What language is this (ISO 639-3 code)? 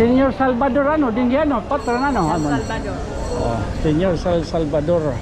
war